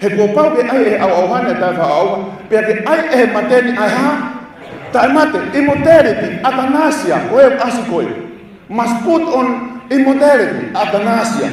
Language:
Tongan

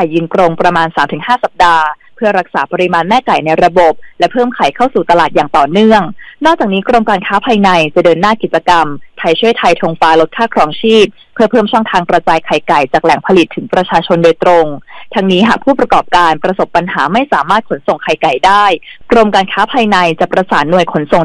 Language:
Thai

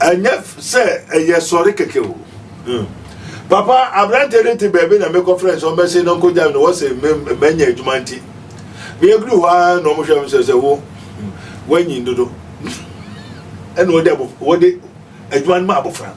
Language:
Akan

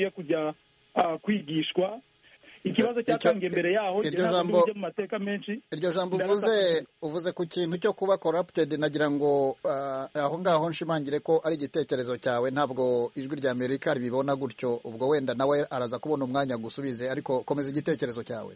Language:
Kinyarwanda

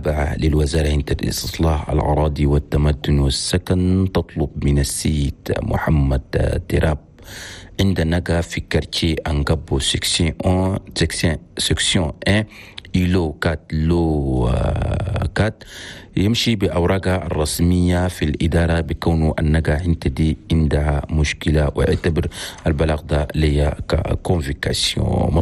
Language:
Chadian Arabic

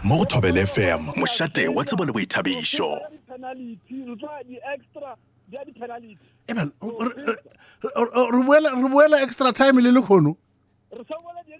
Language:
Northern Sotho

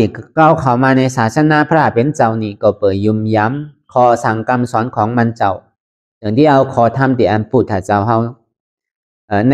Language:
Shan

